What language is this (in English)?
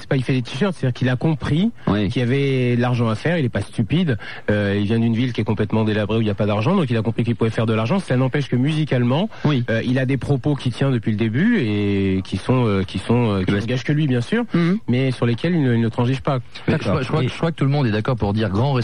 French